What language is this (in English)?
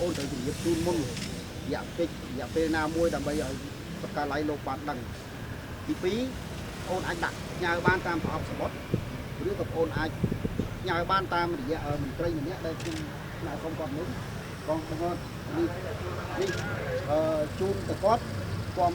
Khmer